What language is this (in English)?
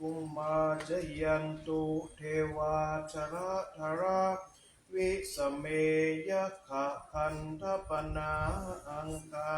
Pali